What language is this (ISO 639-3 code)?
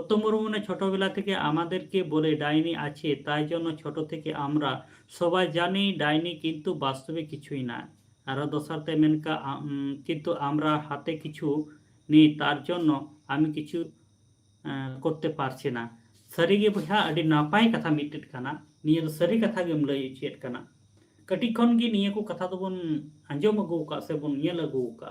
sat